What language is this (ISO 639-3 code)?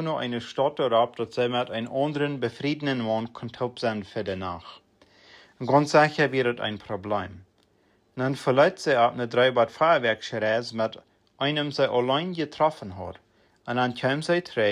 pdt